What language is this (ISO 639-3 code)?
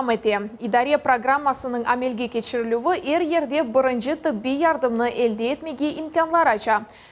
crh